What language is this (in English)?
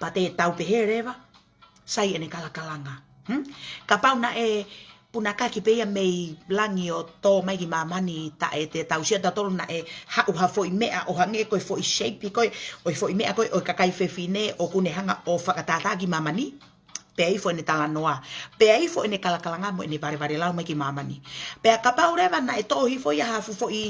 Tongan